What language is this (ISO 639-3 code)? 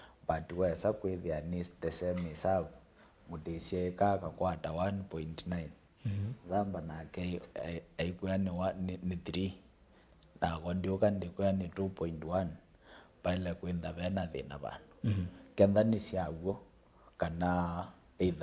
kam